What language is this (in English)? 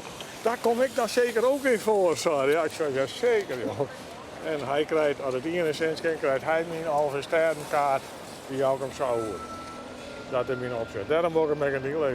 Western Frisian